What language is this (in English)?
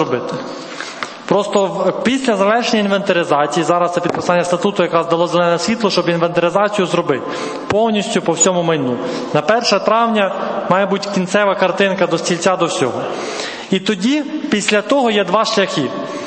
Ukrainian